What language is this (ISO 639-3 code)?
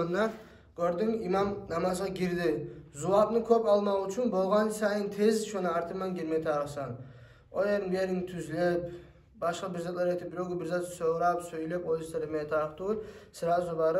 kum